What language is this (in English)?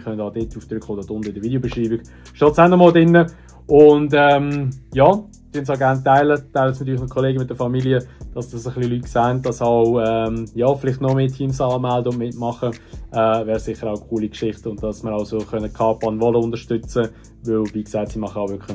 Swiss German